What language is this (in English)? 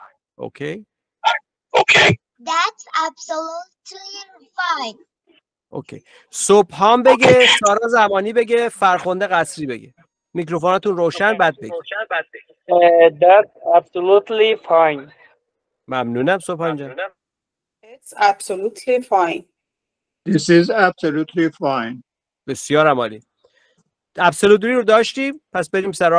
Persian